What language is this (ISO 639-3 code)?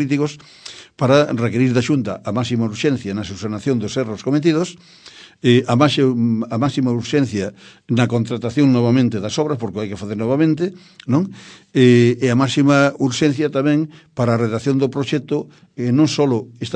glg